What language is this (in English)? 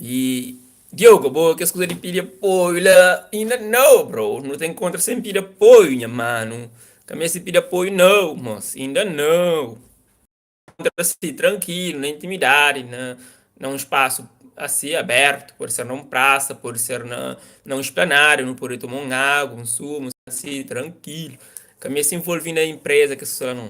Kabuverdianu